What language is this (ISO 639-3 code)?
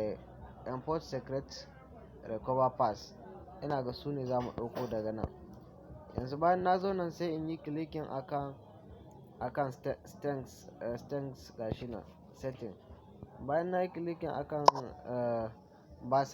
hau